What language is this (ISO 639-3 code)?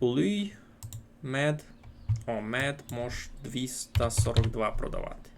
rue